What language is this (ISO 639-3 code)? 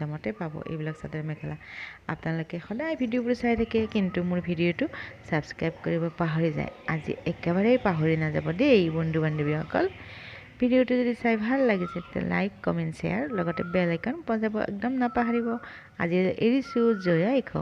asm